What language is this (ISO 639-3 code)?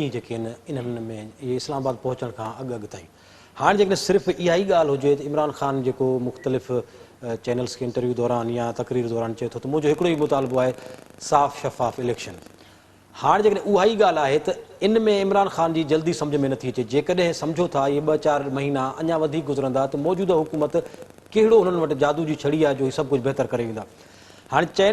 snd